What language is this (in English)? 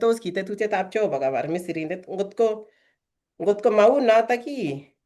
Kalenjin